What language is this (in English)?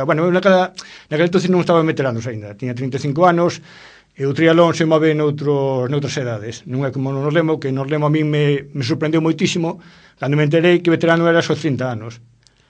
Galician